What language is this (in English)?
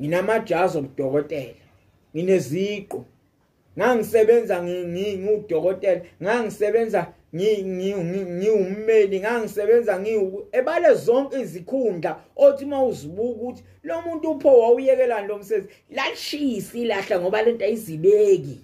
Zulu